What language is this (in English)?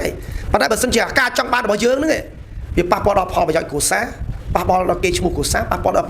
Khmer